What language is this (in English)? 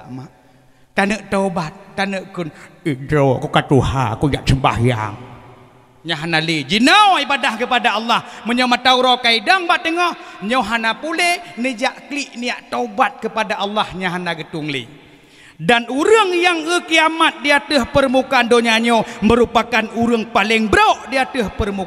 Achinese